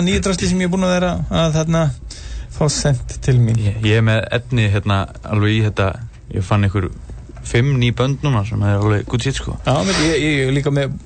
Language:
Icelandic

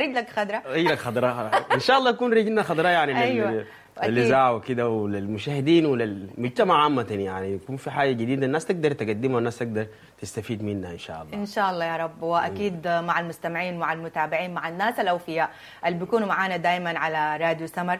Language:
Sudanese Arabic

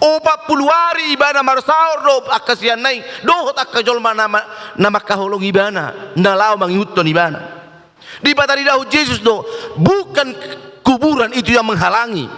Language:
Batak Toba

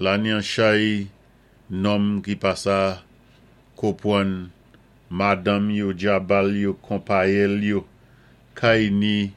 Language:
Saint Lucian Creole French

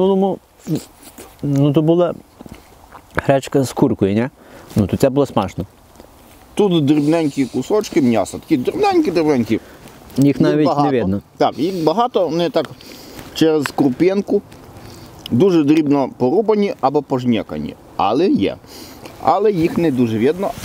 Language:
Ukrainian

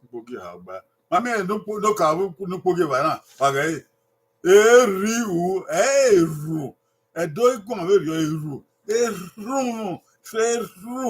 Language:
Bini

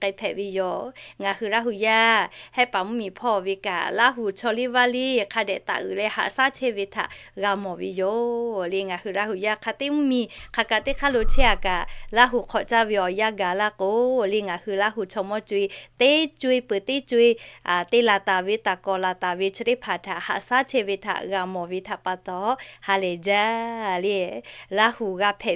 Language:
Lahu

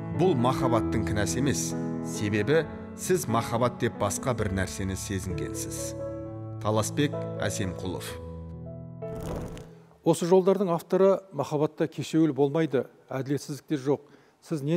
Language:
Kazakh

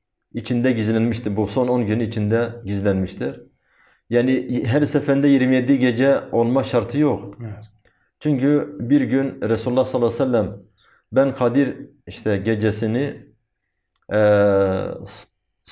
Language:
Turkish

